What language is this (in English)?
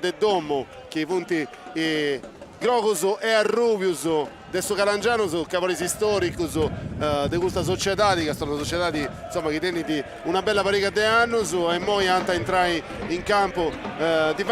Sardinian